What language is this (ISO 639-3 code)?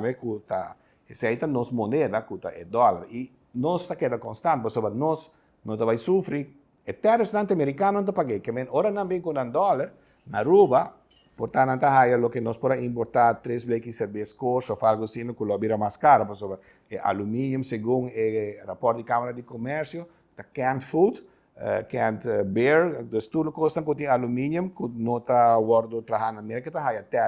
pap